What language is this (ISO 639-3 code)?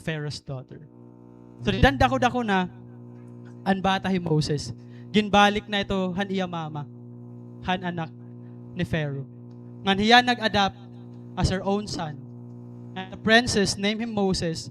war